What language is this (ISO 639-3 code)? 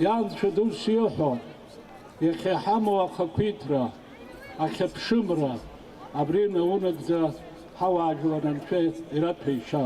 abk